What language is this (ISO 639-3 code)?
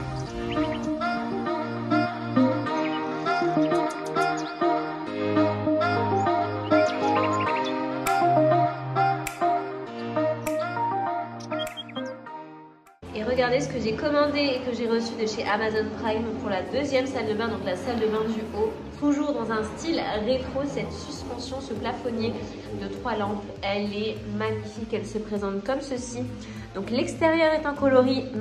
fra